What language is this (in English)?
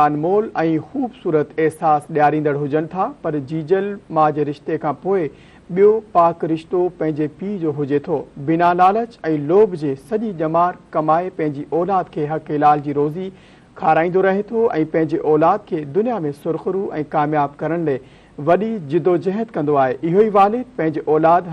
Sindhi